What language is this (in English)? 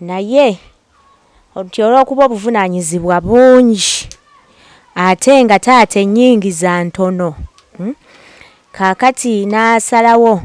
Ganda